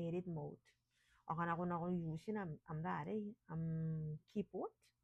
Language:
Gilbertese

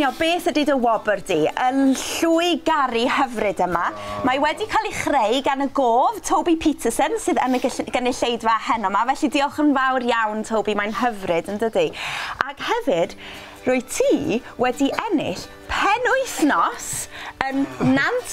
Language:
Welsh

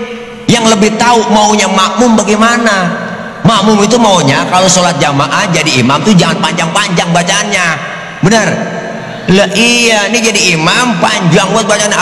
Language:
Betawi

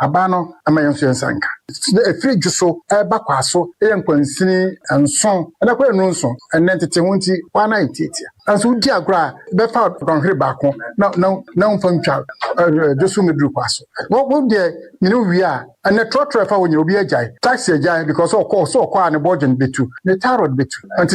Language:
Akan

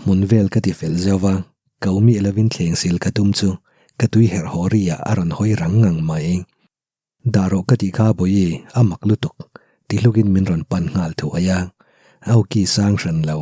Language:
Mizo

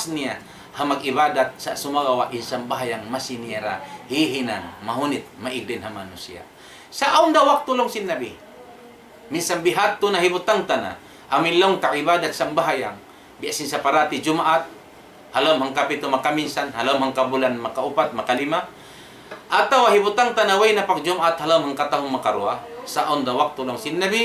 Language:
Tausug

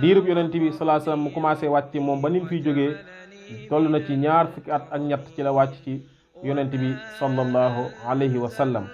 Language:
Wolof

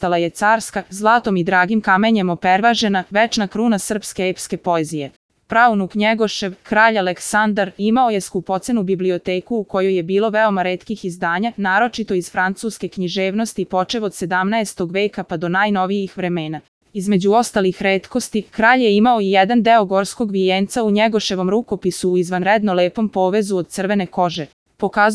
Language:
Serbian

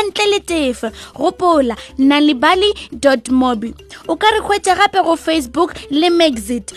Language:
Northern Sotho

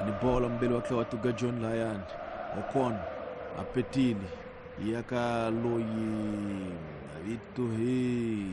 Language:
Tsonga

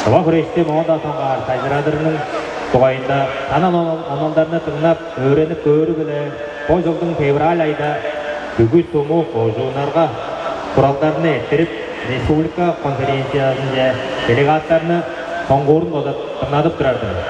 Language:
Tuvinian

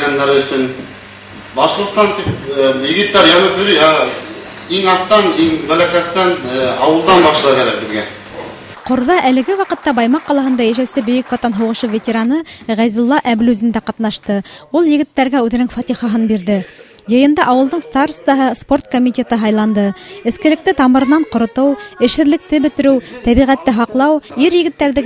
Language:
Bashkir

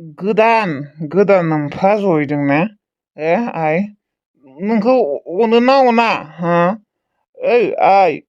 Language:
Bodo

